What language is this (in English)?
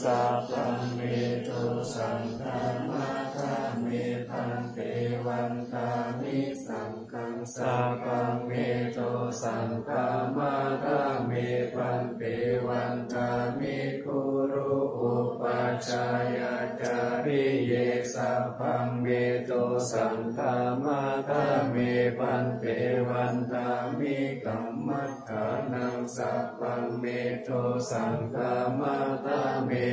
Pali